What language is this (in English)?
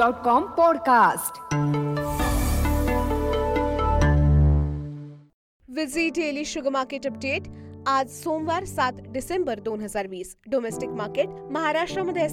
Marathi